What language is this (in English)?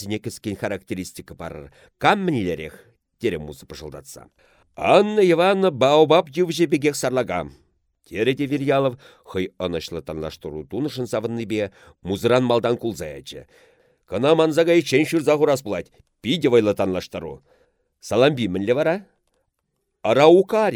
Chuvash